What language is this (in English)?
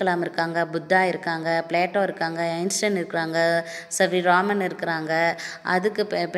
Tamil